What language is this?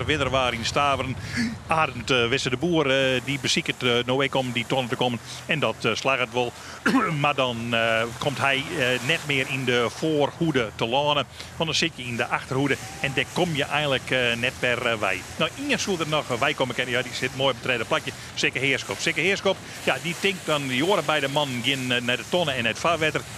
Western Frisian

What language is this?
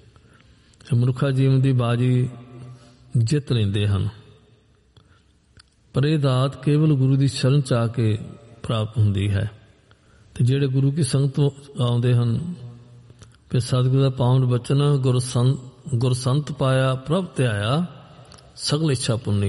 Punjabi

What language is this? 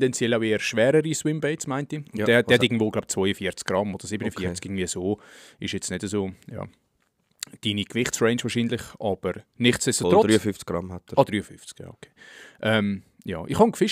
Swiss German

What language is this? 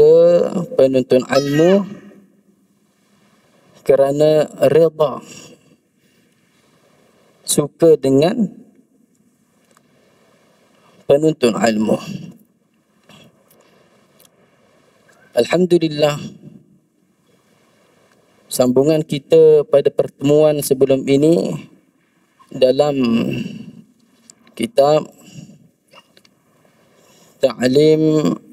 Malay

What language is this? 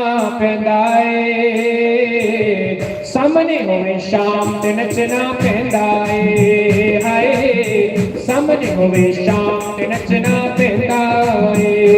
Dogri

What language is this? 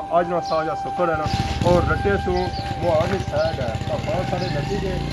Pahari-Potwari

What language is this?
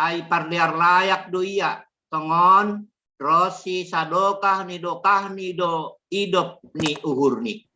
Batak Simalungun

